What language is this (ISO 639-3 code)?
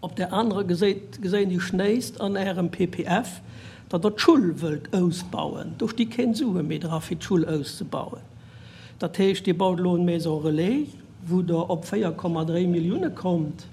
ltz